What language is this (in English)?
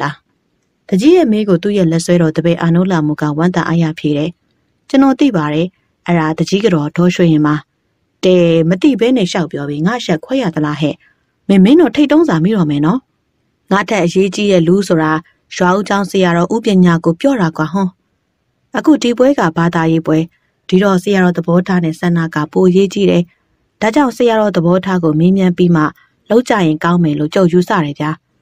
Burmese